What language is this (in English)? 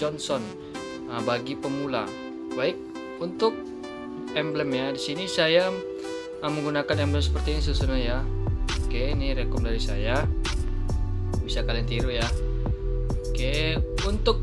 Indonesian